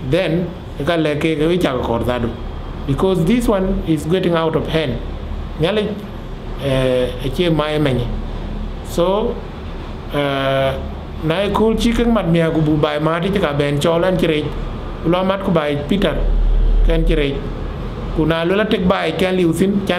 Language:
Dinka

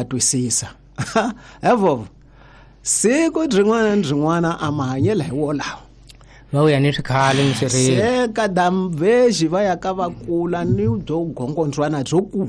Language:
Tsonga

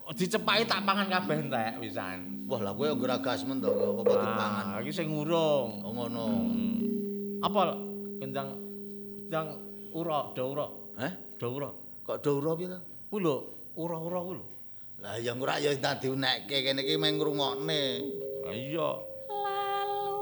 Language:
Javanese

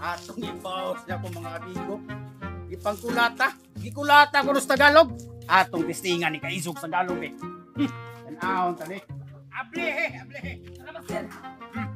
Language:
Cebuano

